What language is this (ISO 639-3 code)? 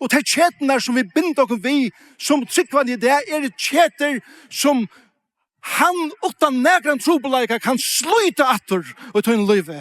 fao